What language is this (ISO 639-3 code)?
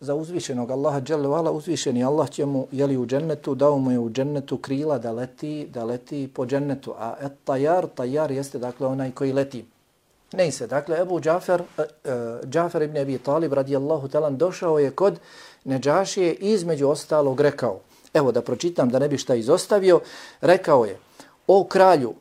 bos